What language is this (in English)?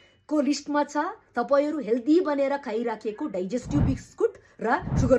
Nepali